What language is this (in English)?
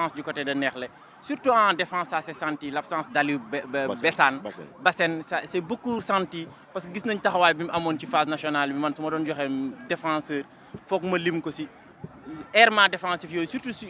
Wolof